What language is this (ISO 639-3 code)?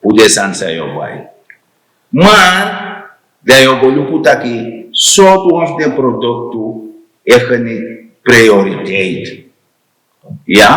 srn